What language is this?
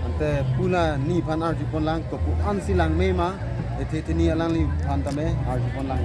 Karbi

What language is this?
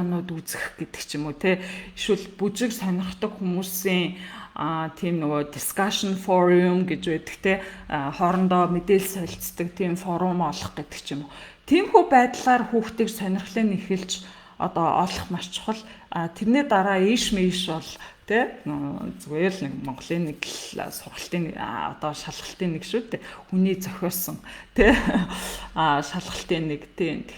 Mongolian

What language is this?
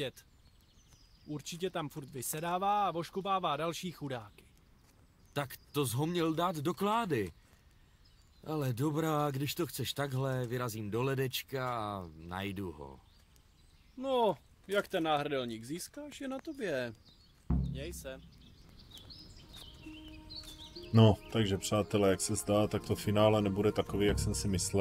Czech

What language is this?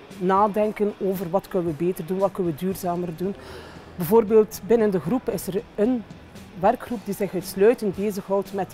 Dutch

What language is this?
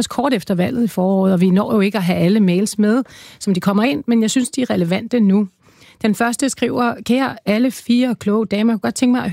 Danish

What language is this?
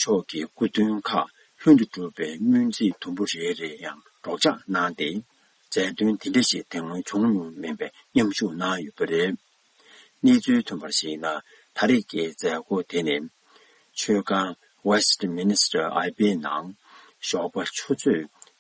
Tibetan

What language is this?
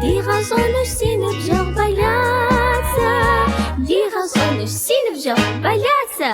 Kabardian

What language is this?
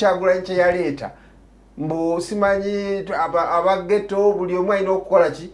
Ganda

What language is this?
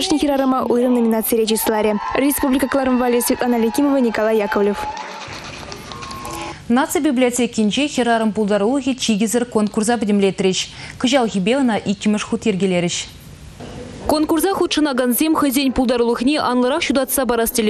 Chuvash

